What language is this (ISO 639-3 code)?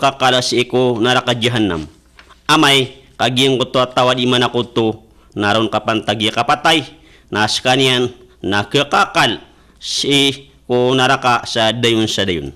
mrw